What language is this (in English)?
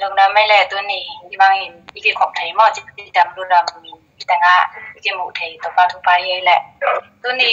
Tedim Chin